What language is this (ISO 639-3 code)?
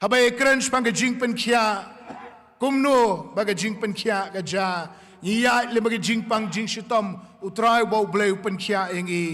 kha